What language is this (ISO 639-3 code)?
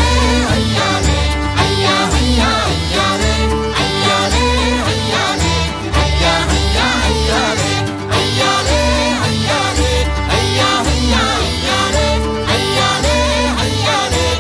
bua